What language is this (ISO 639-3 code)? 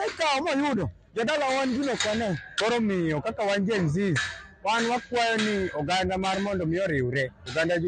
luo